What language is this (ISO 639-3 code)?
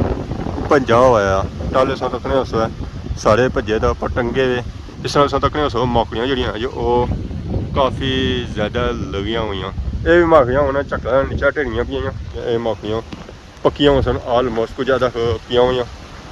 phr